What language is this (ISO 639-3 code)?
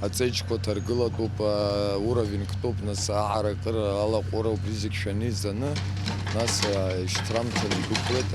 abk